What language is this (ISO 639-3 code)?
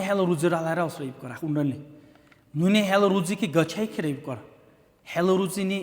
dar